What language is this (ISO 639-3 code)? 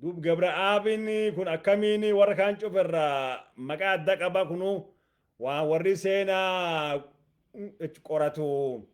orm